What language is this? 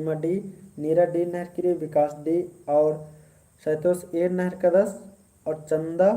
Kurukh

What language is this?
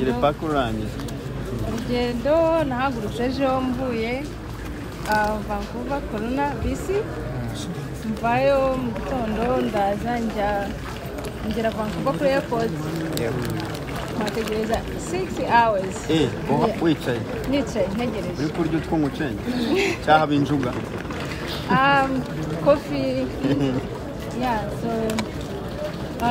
Kinyarwanda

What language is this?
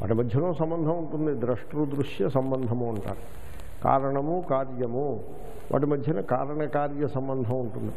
Telugu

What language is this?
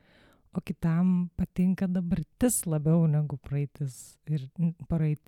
Lithuanian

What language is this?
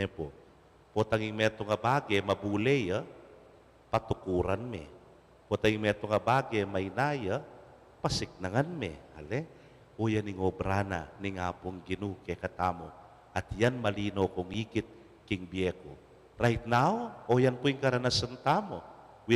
Pampanga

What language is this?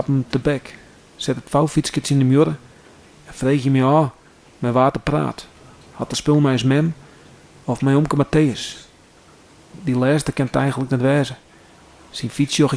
Western Frisian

